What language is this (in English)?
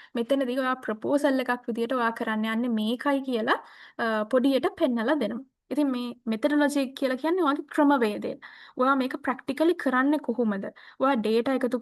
Sinhala